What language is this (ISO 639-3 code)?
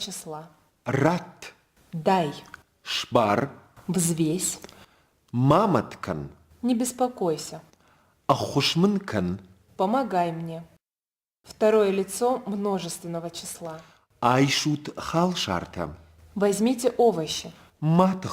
oss